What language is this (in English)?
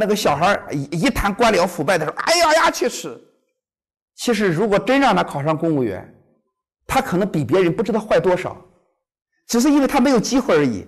Chinese